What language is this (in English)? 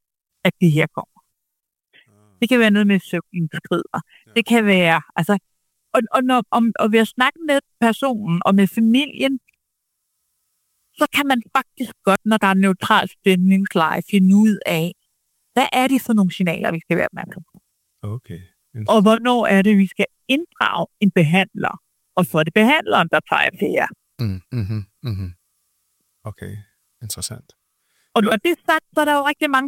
Danish